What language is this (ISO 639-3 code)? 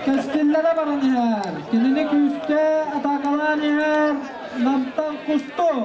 sah